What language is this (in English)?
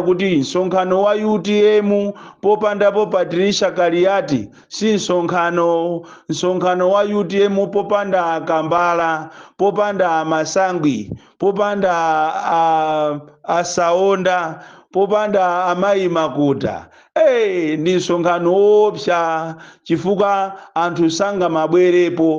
Nyanja